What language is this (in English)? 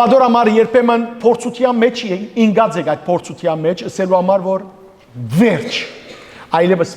Western Armenian